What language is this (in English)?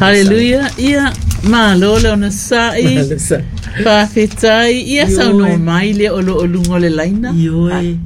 Samoan